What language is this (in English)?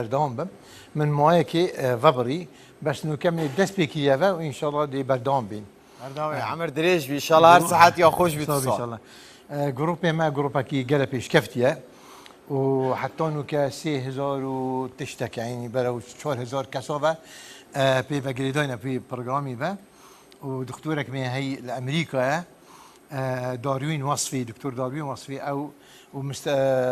Kurdish